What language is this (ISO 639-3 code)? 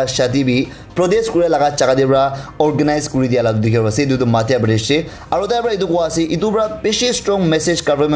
nag